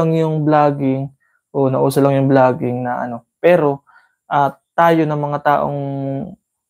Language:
Filipino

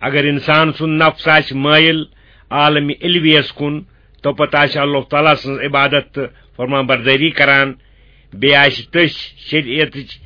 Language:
Kashmiri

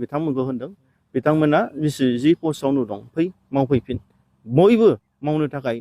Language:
Bodo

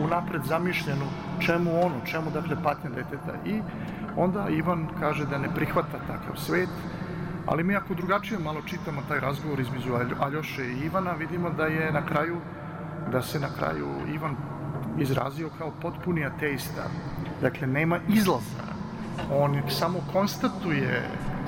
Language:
Serbian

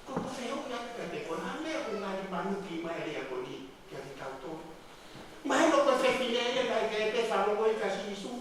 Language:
Tongan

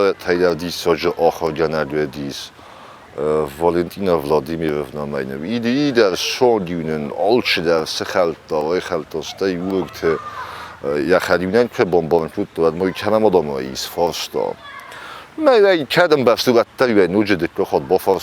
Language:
Ossetic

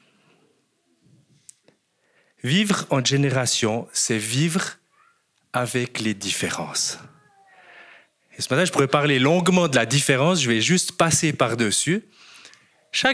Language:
French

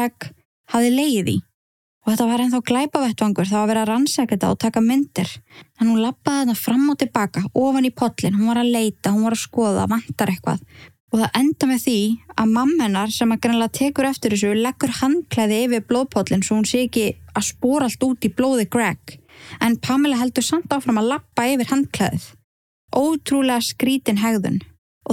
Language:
Icelandic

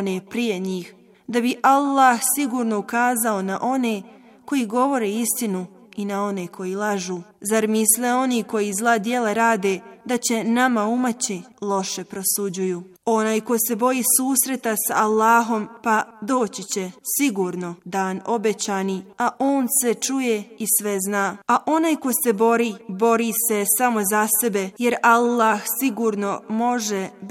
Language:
Bosnian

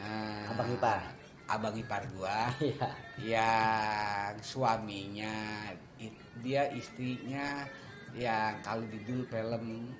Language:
Betawi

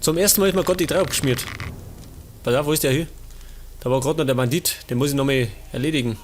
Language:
Bavarian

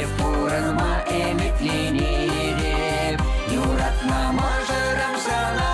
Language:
Chuvash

